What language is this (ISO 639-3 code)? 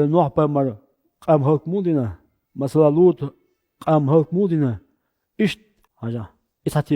che